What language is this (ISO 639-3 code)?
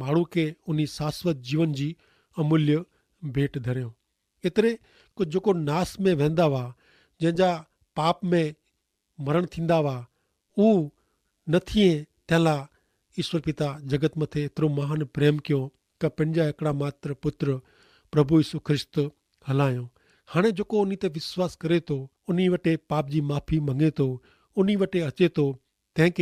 kfr